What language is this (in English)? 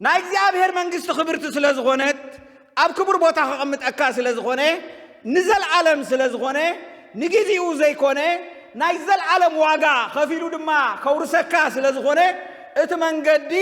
Tigrinya